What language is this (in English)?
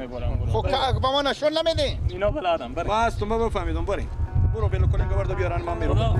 Persian